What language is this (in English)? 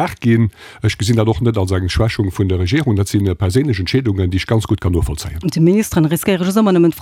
Luxembourgish